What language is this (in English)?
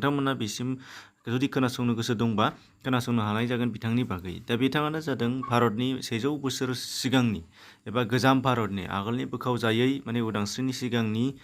Bodo